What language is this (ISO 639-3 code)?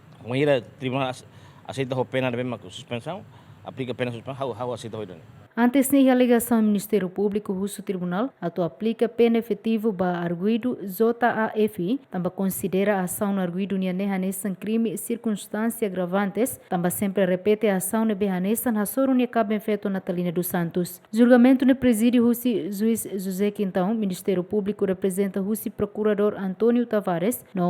tet